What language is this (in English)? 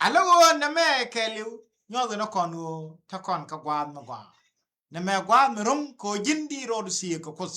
Nuer